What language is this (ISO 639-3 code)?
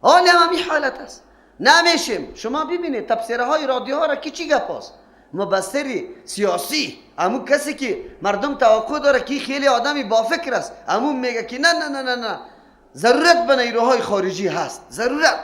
fas